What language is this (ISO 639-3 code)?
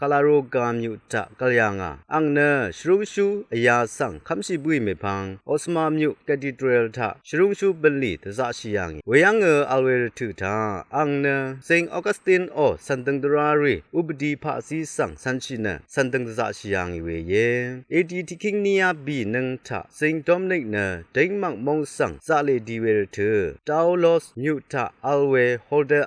raw